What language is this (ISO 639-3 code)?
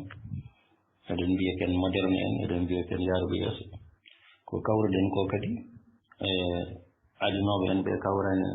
ful